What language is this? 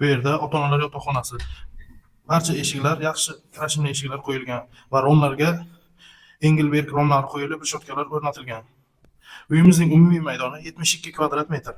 Uzbek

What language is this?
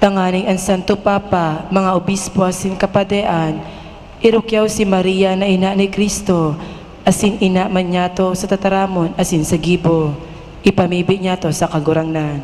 Bikol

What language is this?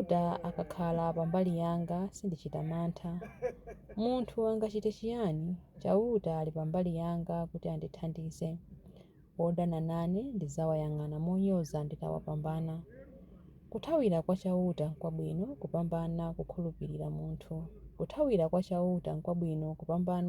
Nyanja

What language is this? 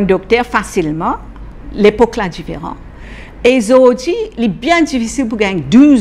Morisyen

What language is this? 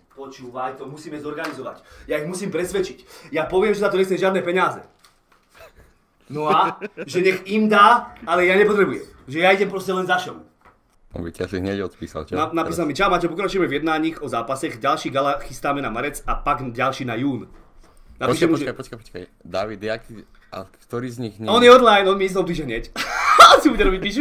Slovak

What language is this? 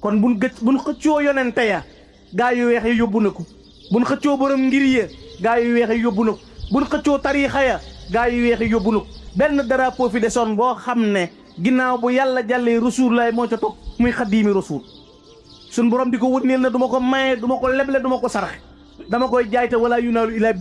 Wolof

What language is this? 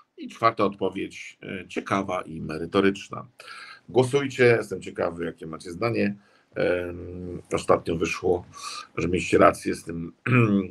Polish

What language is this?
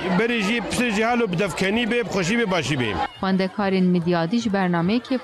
Kurdish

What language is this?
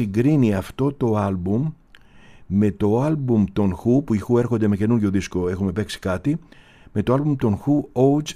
Greek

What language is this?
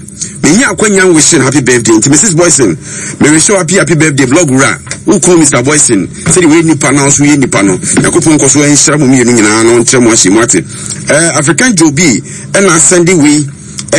Akan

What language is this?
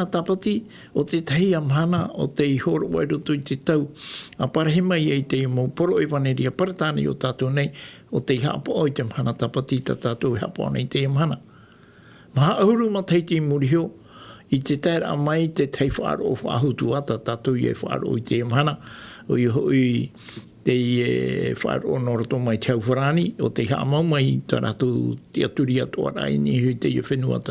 Tahitian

